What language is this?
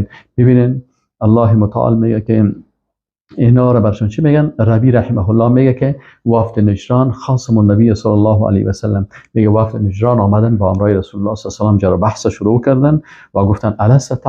Persian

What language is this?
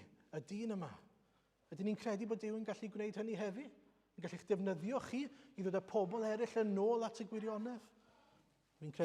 Welsh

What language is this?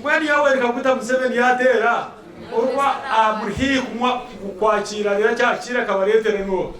Nyankole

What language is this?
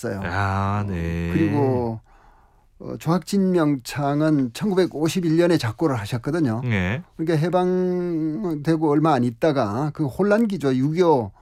Korean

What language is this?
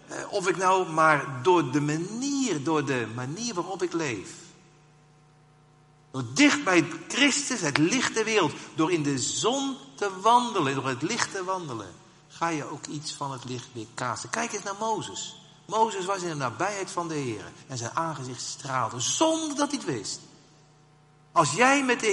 Dutch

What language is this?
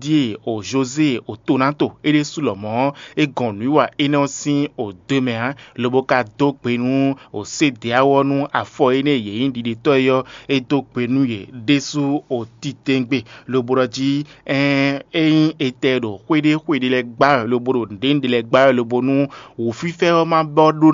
Fon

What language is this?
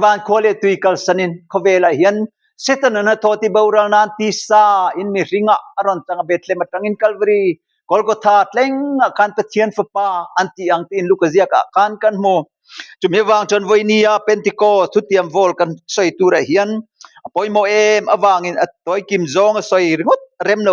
Mizo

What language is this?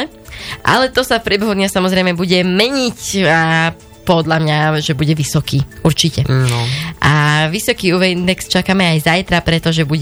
Slovak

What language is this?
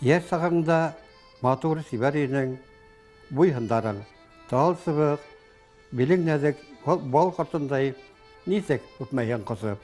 Bashkir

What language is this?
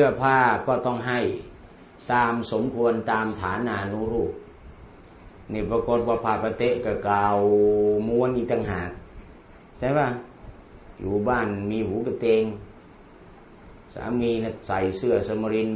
Thai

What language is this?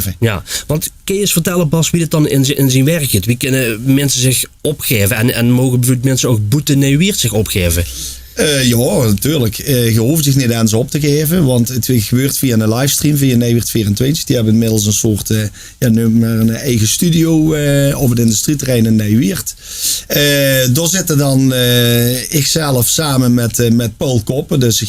Limburgish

